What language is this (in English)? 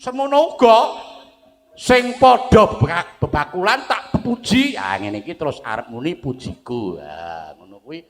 Javanese